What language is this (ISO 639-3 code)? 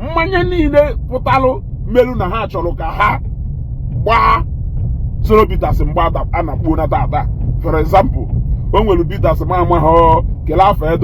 ibo